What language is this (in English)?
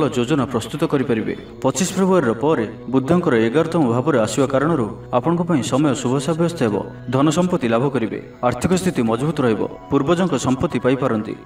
Odia